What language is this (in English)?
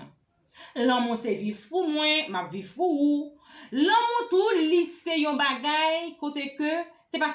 Haitian Creole